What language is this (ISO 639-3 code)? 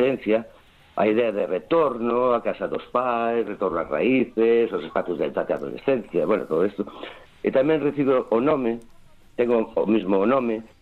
glg